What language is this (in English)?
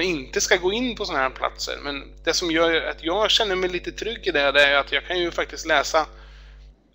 Swedish